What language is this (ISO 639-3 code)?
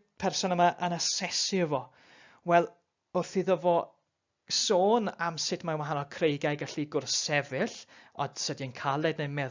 cym